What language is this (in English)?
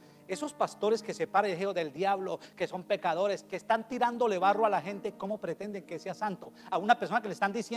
Spanish